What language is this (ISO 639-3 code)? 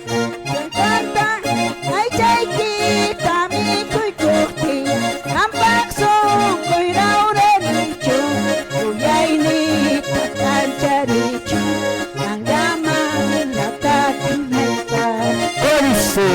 que